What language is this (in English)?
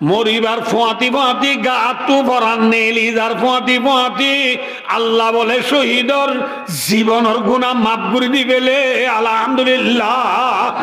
Rohingya